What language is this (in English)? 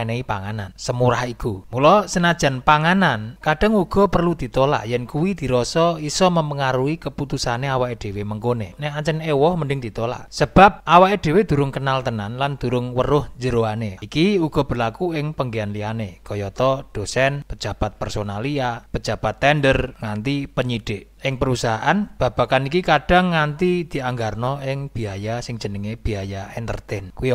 Javanese